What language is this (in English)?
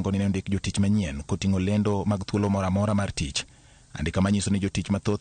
Luo (Kenya and Tanzania)